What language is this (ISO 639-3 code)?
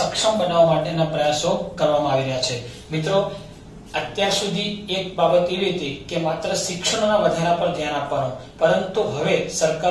guj